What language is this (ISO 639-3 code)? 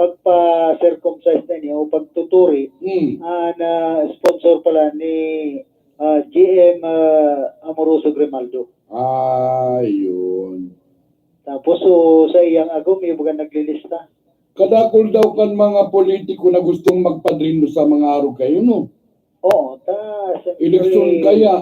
bik